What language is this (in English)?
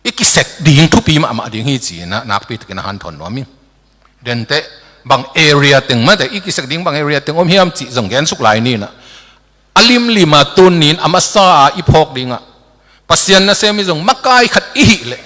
Tedim Chin